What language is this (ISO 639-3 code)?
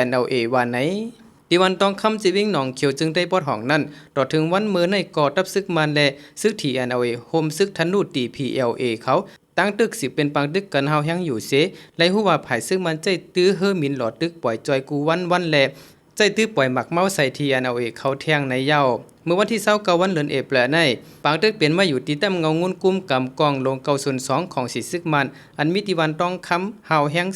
shn